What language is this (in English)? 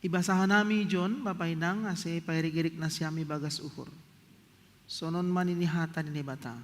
Batak Simalungun